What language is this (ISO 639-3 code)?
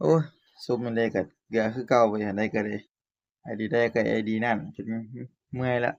tts